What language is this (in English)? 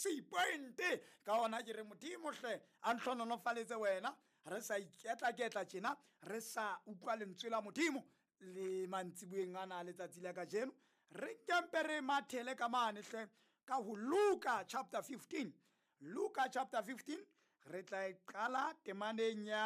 Southern Sotho